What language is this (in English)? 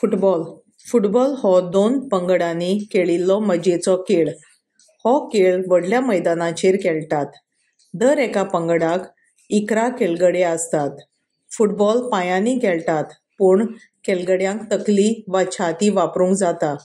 Konkani